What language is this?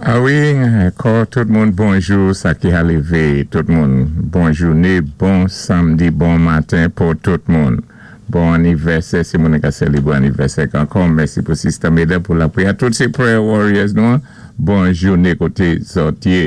Saint Lucian Creole French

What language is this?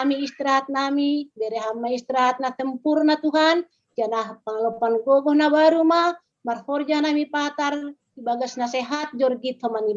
Batak Simalungun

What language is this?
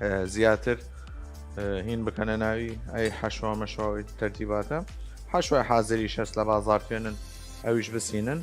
Southern Kurdish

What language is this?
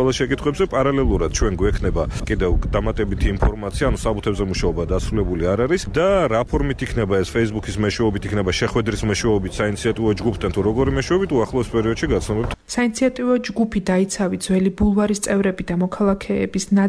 Georgian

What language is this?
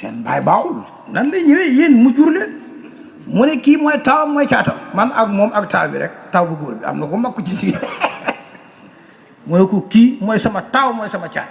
Wolof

